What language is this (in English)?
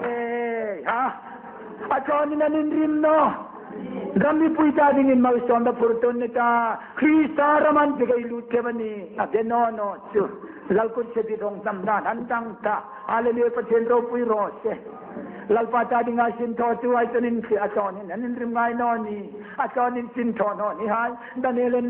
Hmar